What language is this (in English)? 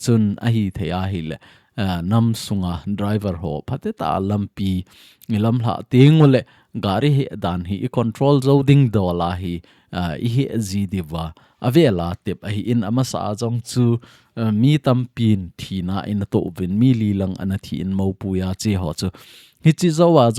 Thado Chin